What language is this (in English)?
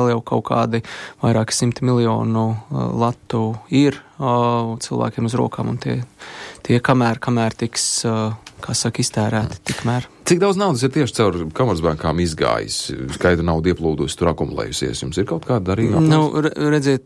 Latvian